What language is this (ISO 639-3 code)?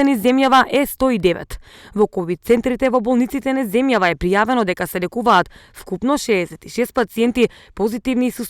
mkd